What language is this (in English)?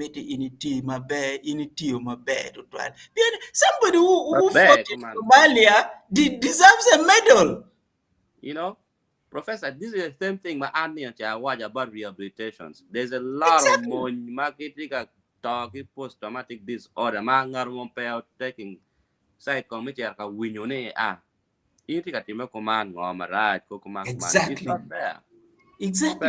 Acoli